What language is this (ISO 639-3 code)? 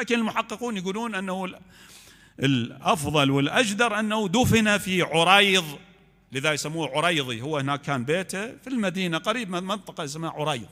acm